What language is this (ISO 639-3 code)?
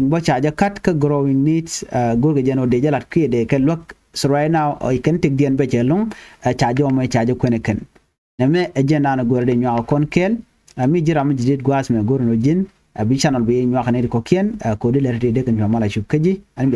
nus